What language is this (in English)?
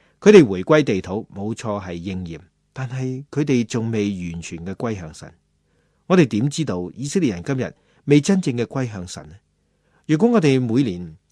Cantonese